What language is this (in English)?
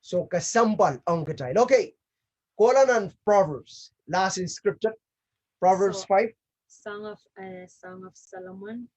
Pohnpeian